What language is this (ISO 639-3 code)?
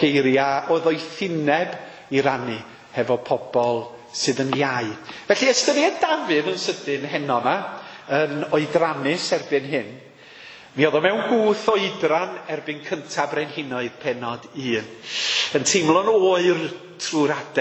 cym